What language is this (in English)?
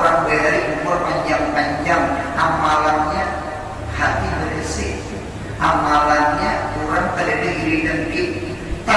Banjar